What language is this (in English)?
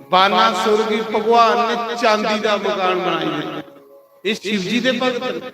Dogri